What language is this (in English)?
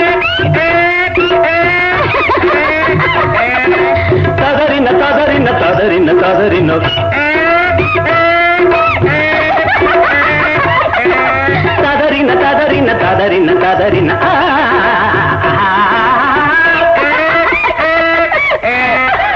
Tamil